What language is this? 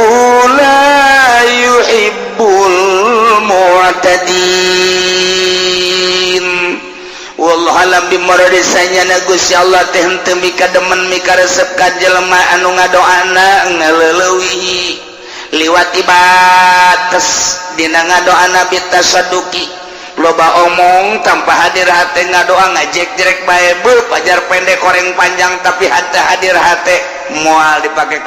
Sundanese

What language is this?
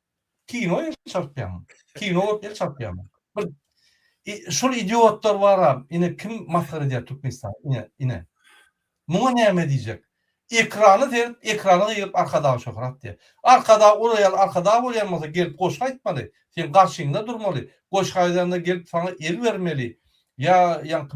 Turkmen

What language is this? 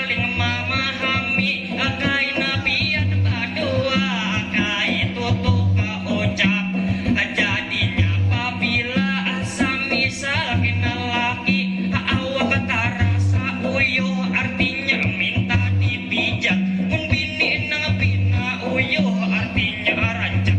Banjar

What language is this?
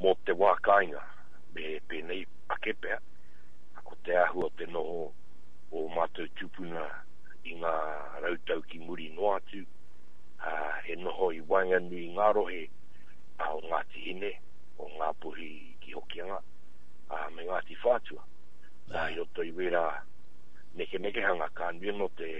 Māori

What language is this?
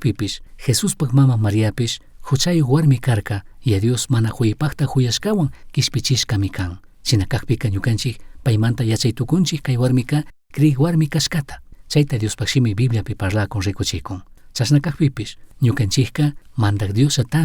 Chimborazo Highland Quichua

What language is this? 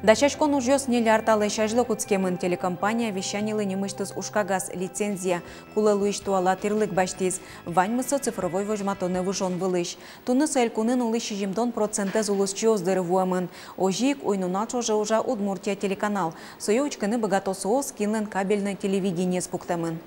Udmurt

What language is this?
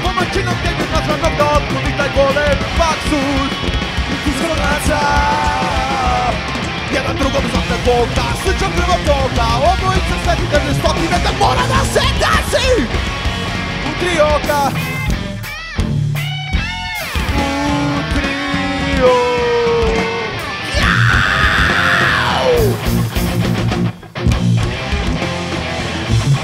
Serbian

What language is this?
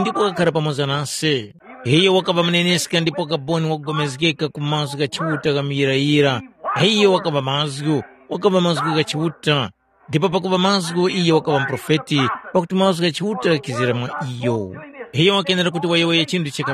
Tumbuka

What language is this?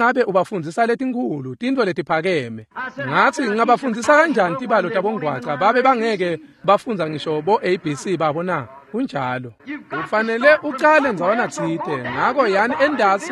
Swati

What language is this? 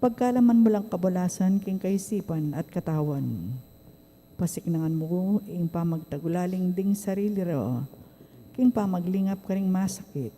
Pampanga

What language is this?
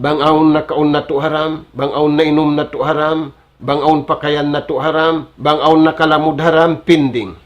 Tausug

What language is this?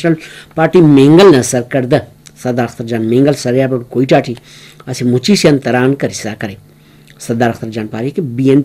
Brahui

